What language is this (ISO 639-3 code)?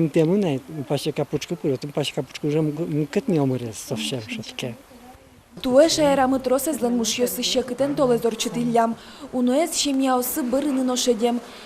udm